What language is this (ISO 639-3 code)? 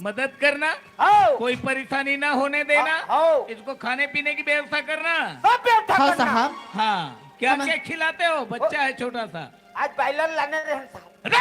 hne